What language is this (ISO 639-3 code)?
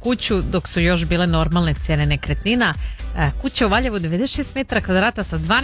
srp